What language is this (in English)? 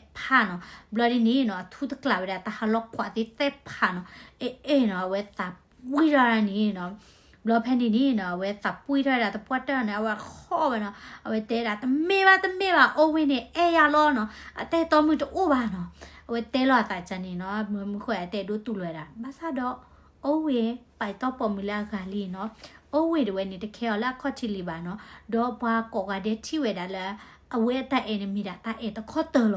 S'gaw Karen